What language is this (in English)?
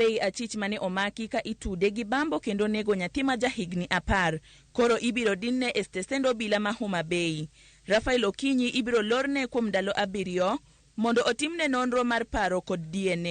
Luo (Kenya and Tanzania)